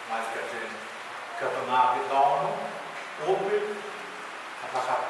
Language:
Pohnpeian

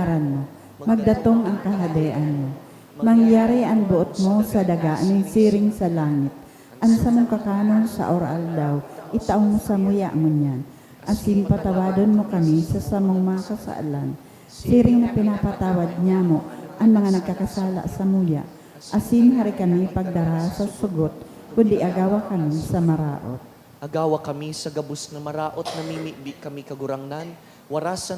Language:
Bikol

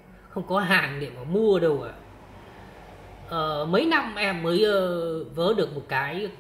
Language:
Vietnamese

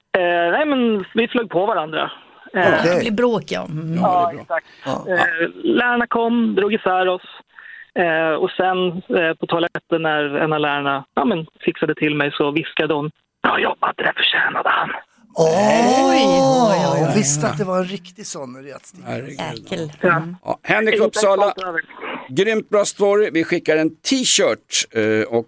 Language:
Swedish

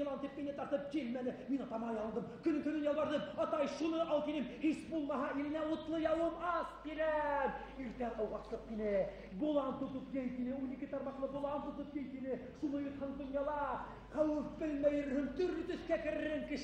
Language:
Bashkir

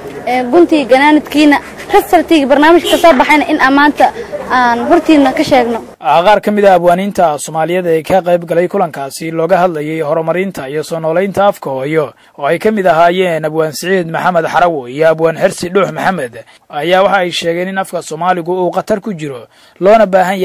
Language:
Somali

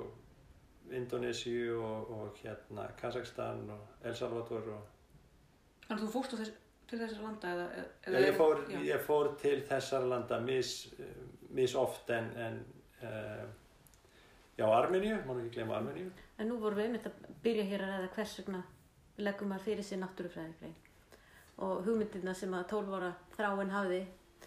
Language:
Icelandic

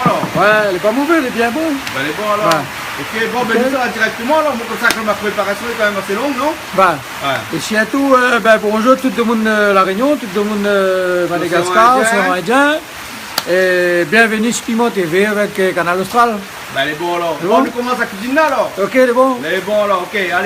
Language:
Réunion Creole French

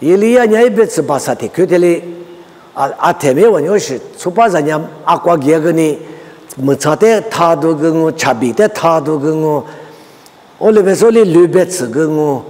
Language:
Lisu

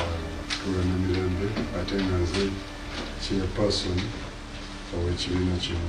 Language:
Ganda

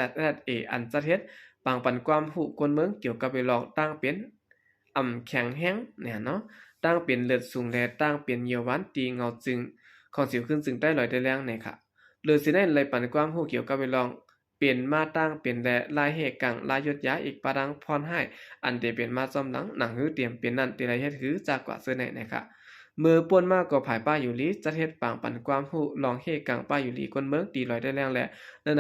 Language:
Shan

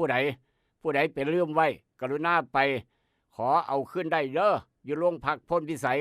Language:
Northeastern Thai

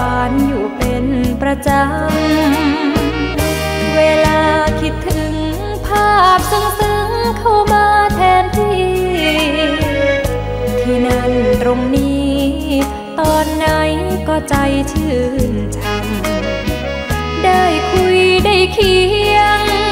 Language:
Thai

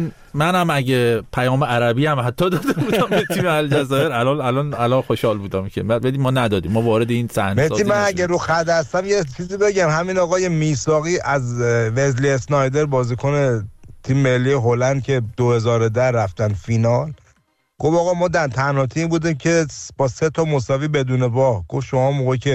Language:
Persian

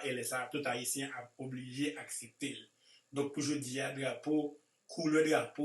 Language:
Haitian Creole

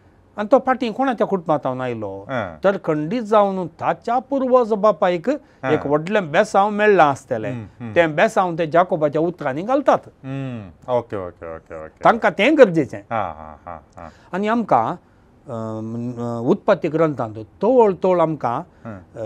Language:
Konkani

